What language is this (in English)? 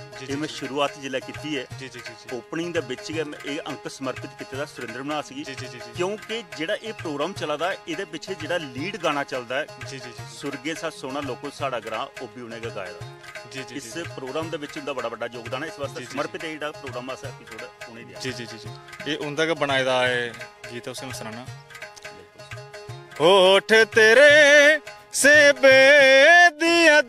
Dogri